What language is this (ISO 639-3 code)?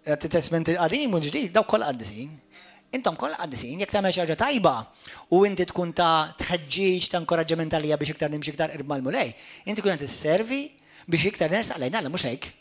mlt